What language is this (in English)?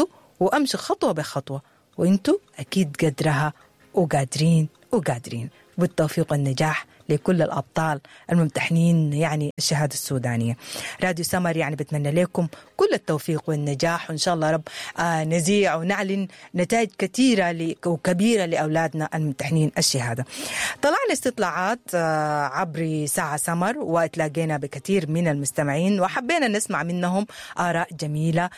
Sudanese Arabic